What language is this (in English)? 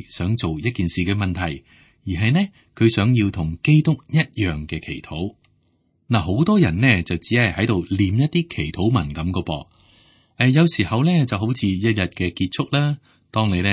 Cantonese